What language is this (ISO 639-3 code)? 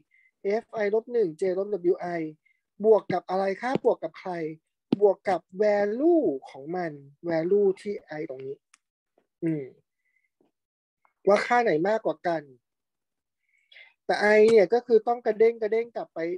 tha